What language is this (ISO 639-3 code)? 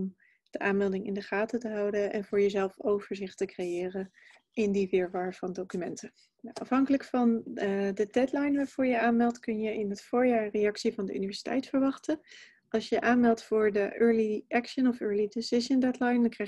nld